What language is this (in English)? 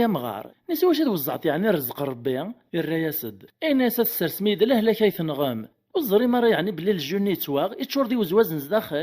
Kabyle